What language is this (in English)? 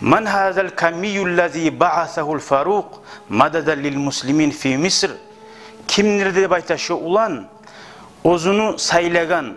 Kumyk